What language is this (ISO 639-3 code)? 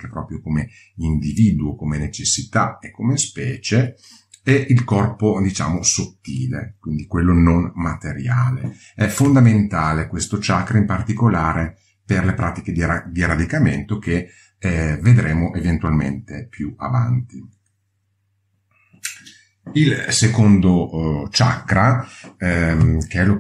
ita